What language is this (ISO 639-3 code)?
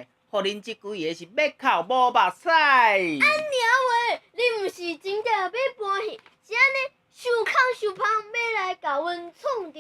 nan